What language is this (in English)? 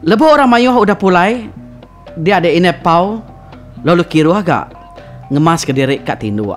Iban